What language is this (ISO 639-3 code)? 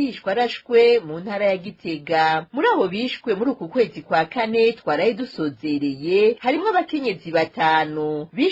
run